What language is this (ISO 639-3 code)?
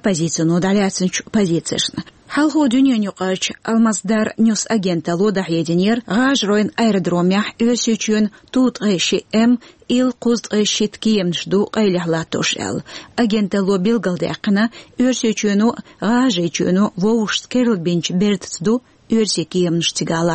che